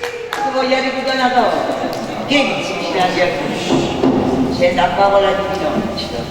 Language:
Neapolitan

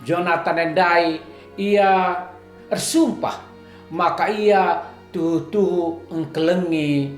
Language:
Batak Karo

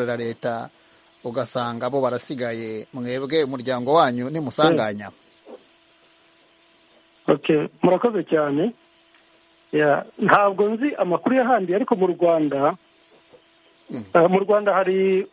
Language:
Kinyarwanda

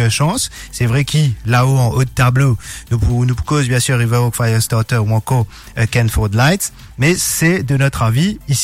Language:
Morisyen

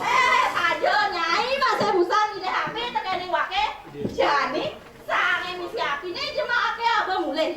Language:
Balinese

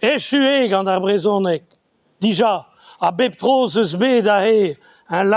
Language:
Breton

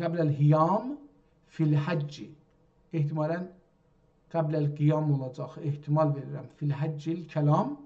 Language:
South Azerbaijani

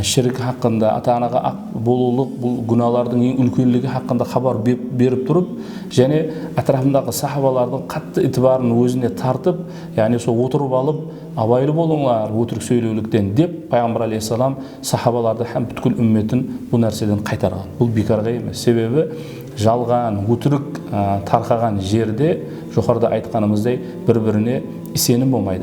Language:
Kara-Kalpak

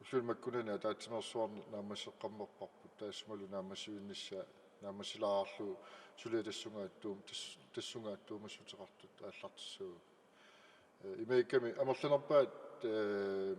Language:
Kalaallisut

